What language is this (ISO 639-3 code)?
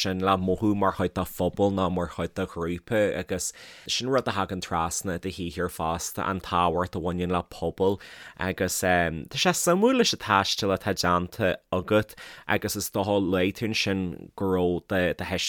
gle